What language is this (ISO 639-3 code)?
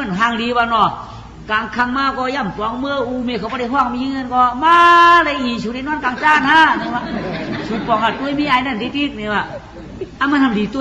shn